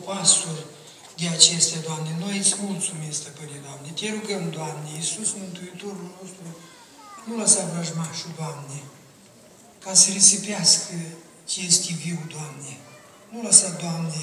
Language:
Romanian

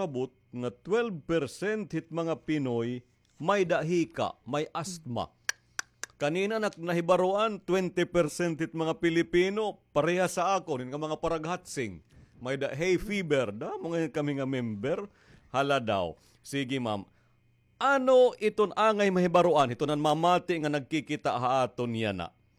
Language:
Waray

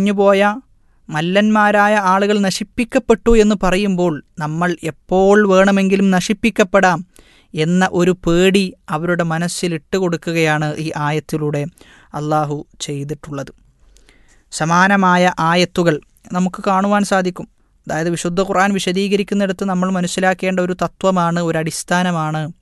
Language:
Malayalam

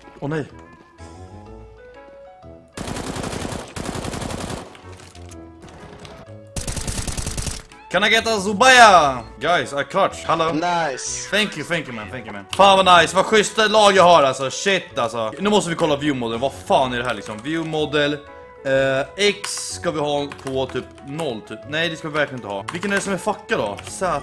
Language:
Swedish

